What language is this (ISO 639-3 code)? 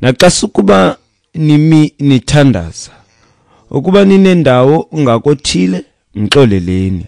xho